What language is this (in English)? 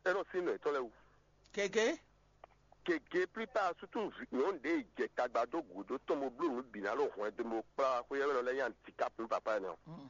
Fon